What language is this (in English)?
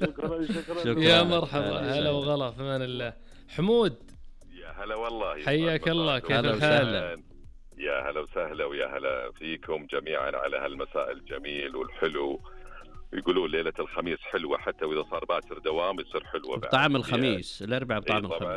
Najdi Arabic